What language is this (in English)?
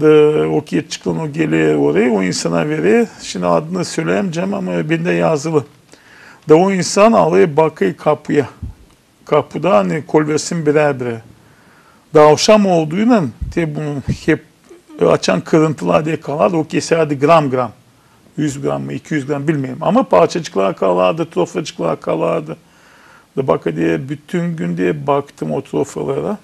Gagauz